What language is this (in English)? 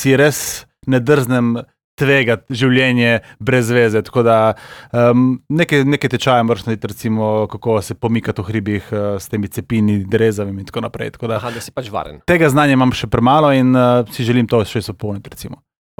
Slovenian